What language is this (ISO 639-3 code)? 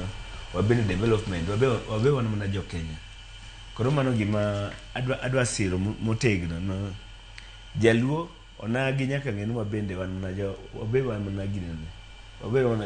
luo